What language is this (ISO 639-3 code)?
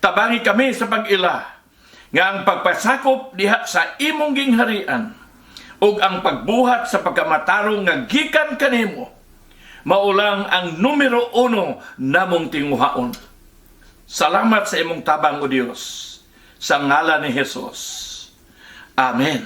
ceb